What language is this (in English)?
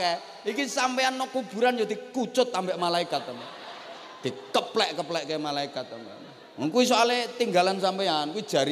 Javanese